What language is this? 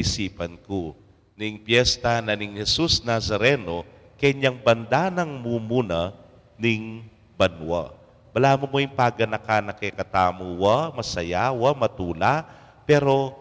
Pampanga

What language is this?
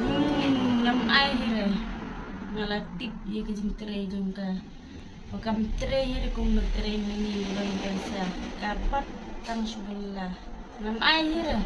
Khasi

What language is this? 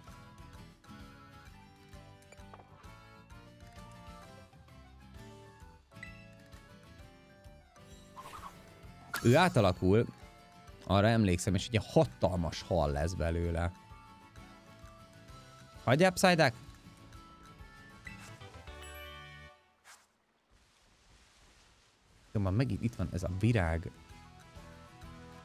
Hungarian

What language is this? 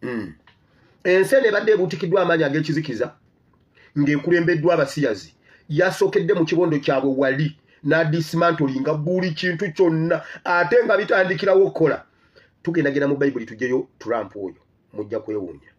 Ganda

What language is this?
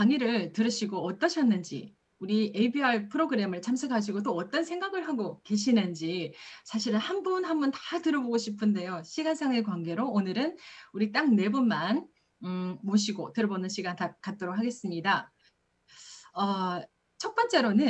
Korean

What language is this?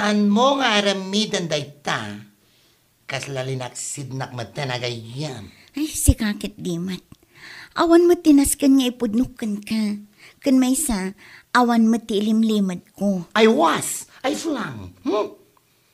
Iloko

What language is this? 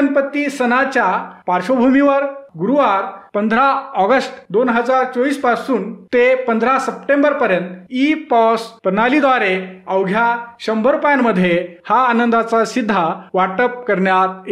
Marathi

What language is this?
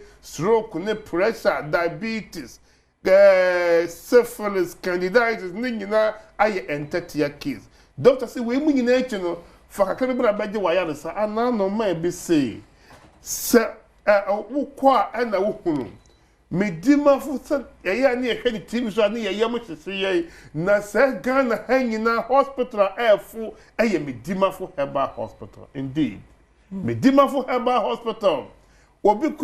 Akan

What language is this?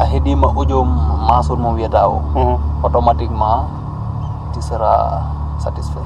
Fula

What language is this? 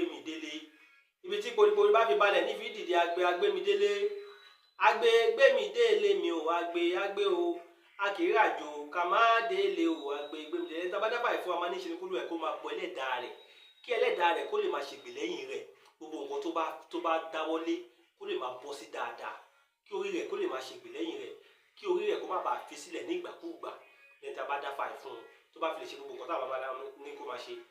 Yoruba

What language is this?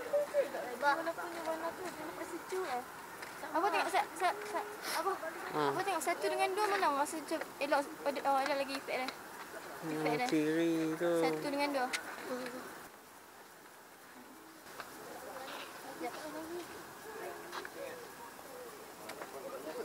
Malay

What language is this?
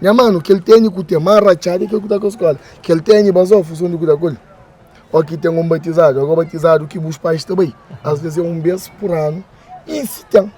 Kabuverdianu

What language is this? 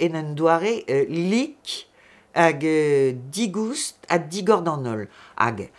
Breton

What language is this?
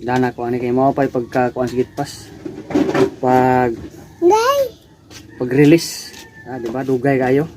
Cebuano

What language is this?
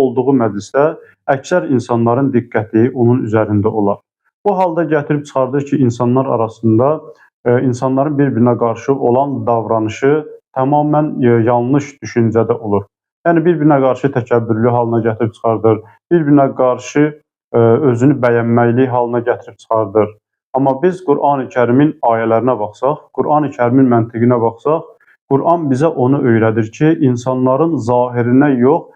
Azerbaijani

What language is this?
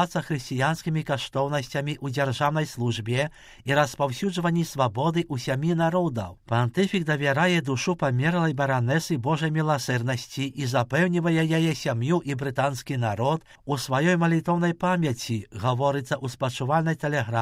Belarusian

